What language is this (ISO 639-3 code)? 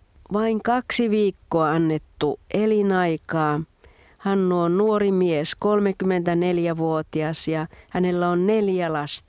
fin